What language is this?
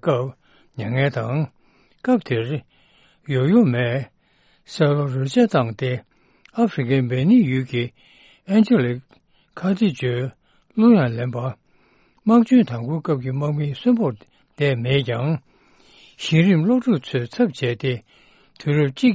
Tibetan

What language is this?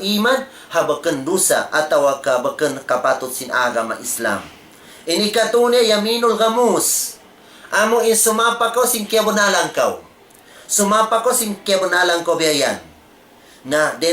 Tausug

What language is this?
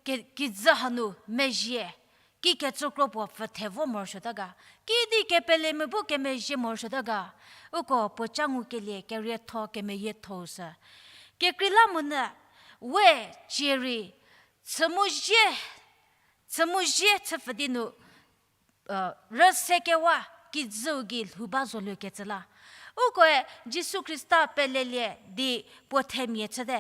Angami Naga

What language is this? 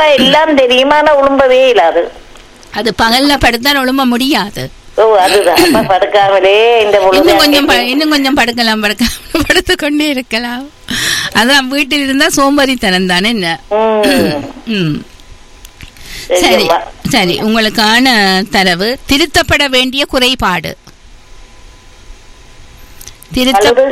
Tamil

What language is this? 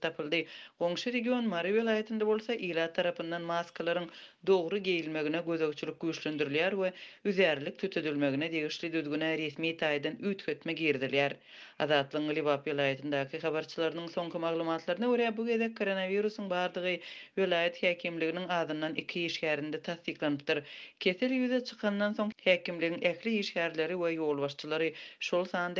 Turkmen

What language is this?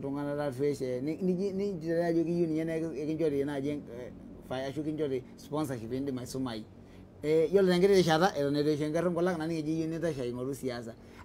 Masai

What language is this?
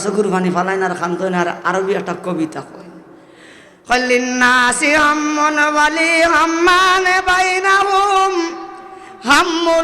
Sylheti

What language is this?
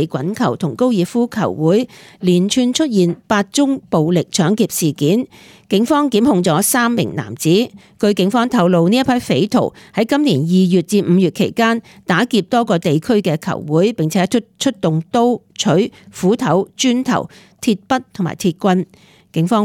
Cantonese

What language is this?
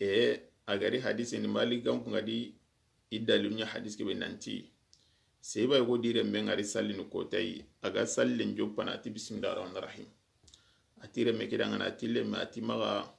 Soninke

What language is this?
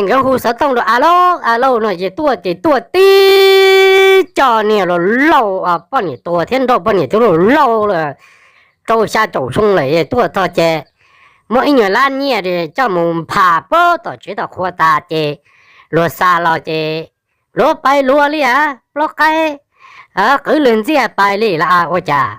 Hmong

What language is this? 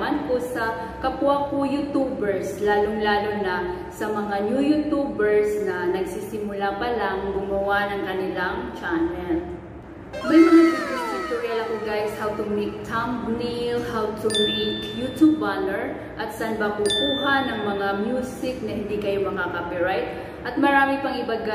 Filipino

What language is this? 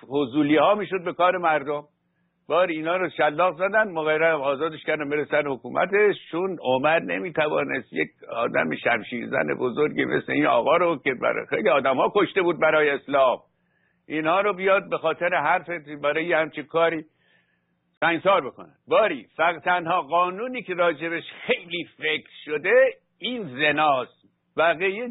Persian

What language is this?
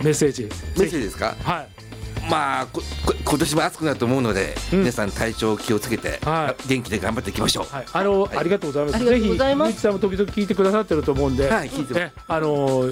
Japanese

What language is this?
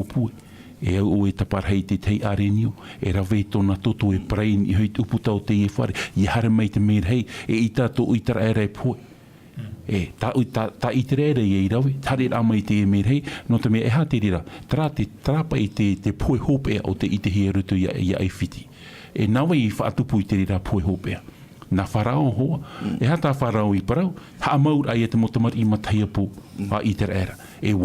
Tahitian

